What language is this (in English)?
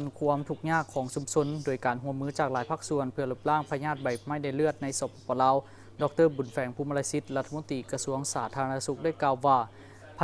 Lao